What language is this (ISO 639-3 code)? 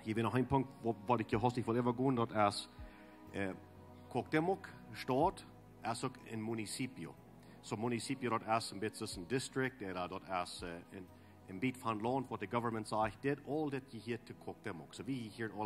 pdt